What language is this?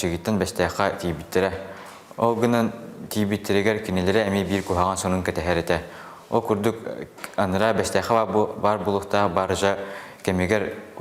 Yakut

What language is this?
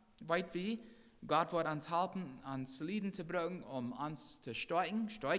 Plautdietsch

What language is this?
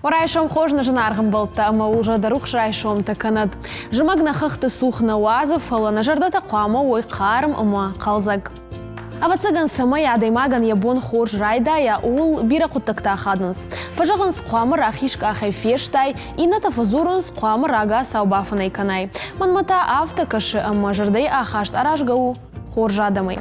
Ossetic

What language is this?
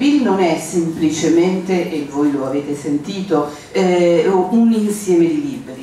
Italian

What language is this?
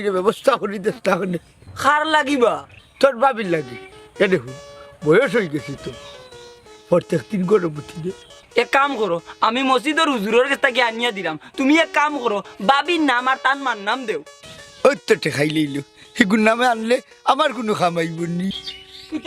Sylheti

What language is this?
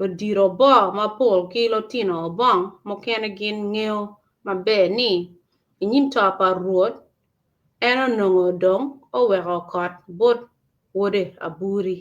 Acoli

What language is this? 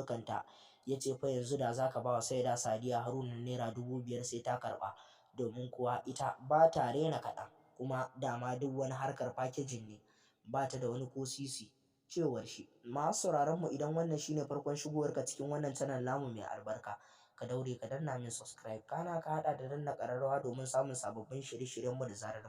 Hausa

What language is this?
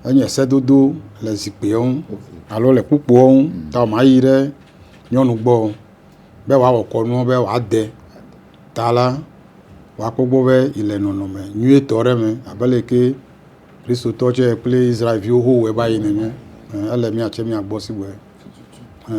Ewe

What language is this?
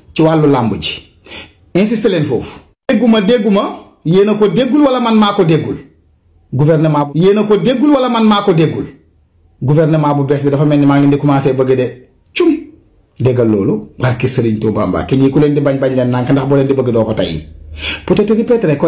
Wolof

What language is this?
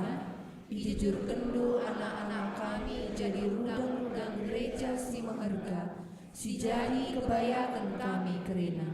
Batak Karo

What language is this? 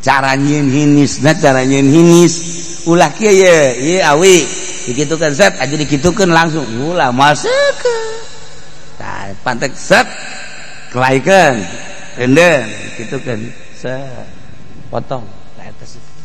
Sundanese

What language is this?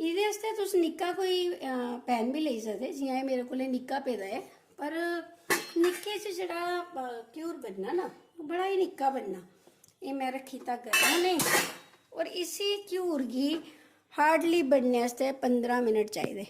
Dogri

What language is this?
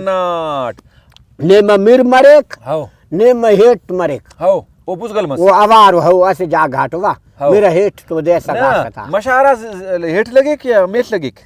Brahui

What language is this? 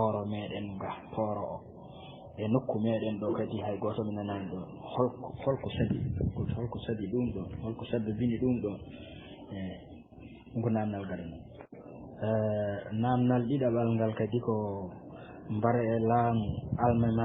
Fula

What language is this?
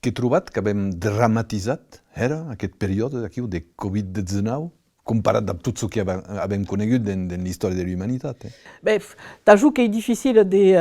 Occitan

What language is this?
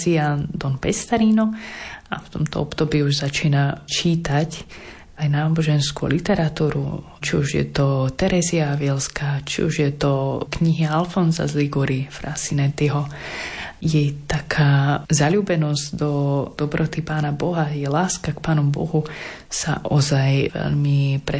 Slovak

